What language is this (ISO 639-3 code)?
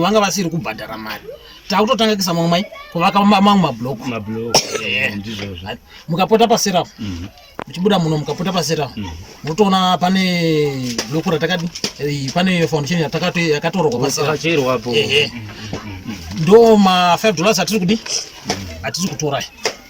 sna